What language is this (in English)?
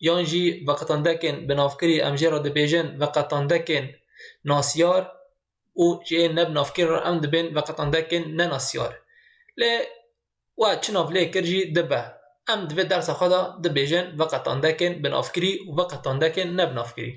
Kurdish